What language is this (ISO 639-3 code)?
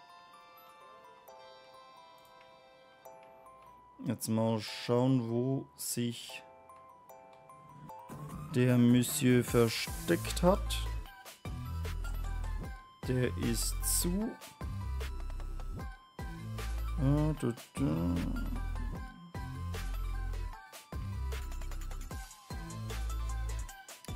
deu